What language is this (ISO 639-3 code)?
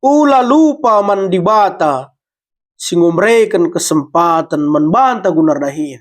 btx